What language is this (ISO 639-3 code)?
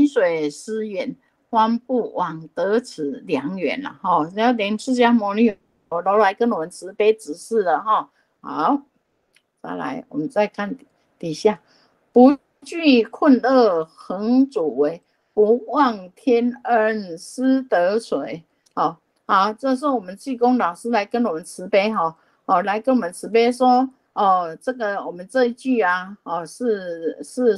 zho